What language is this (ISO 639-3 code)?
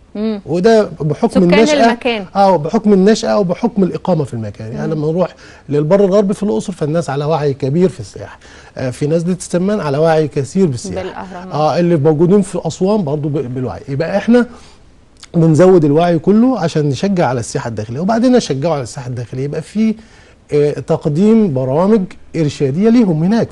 arz